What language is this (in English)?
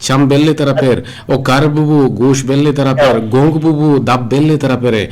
Eastern Balochi